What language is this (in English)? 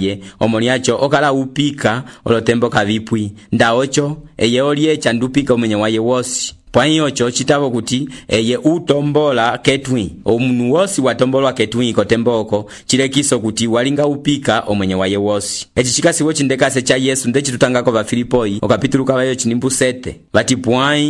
Umbundu